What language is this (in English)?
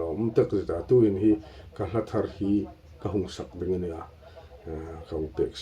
Hmar